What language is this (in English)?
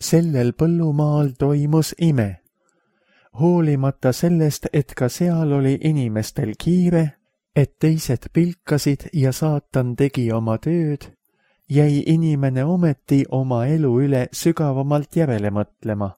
Estonian